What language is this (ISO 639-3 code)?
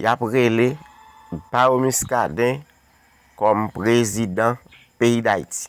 hat